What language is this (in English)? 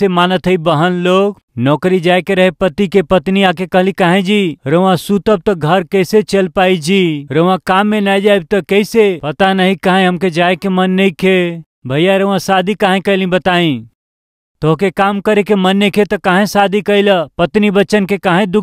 Bhojpuri